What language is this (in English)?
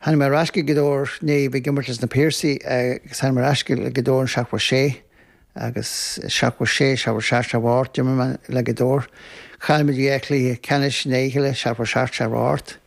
Irish